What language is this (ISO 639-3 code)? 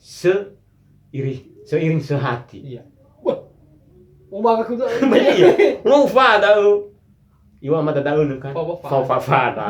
nia